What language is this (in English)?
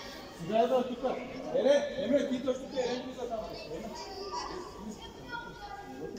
Bulgarian